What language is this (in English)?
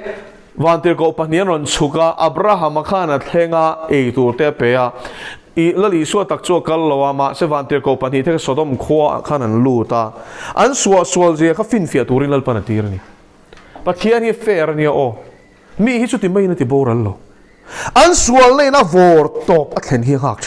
Mizo